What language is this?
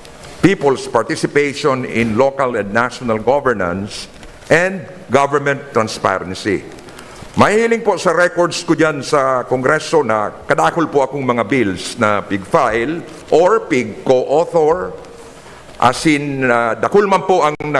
Bikol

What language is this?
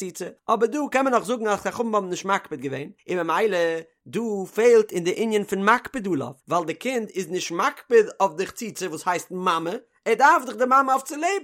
Yiddish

